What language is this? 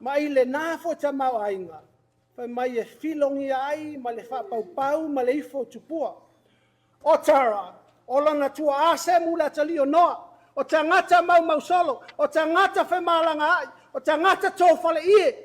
Samoan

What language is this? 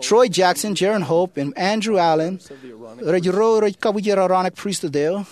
Marshallese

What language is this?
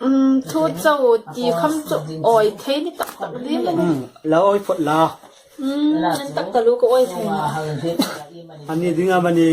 Hmar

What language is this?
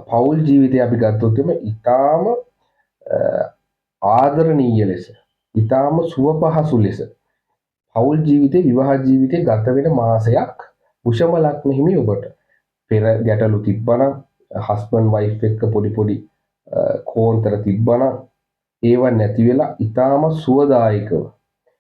Sinhala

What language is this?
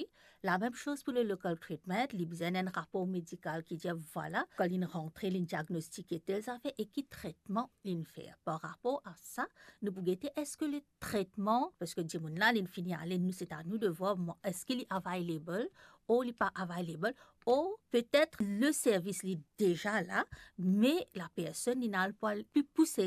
Morisyen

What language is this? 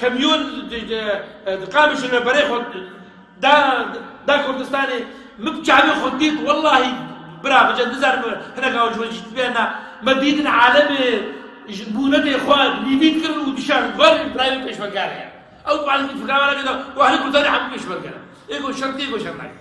Kurdish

